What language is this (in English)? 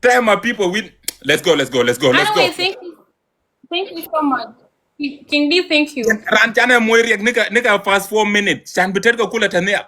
Nuer